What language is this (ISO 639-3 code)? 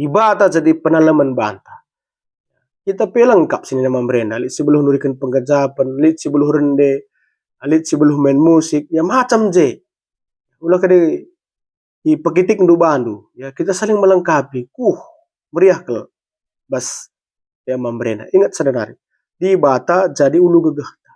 btx